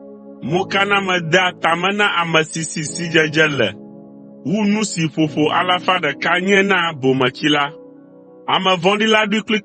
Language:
Ewe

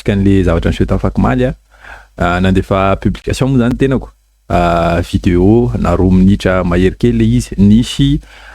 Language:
Malagasy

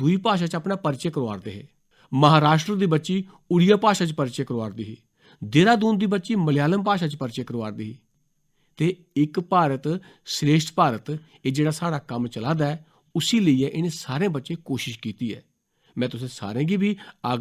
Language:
Dogri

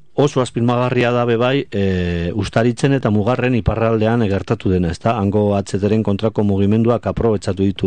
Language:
Basque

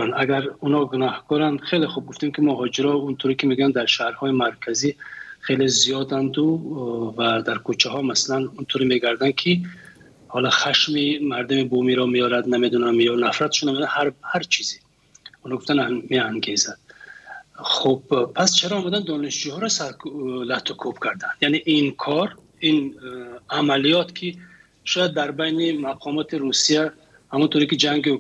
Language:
Persian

